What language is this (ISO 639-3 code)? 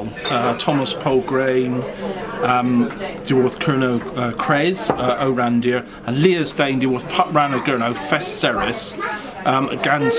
cor